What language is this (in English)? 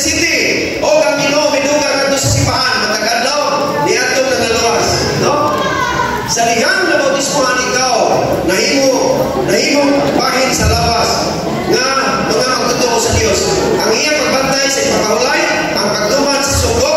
Cebuano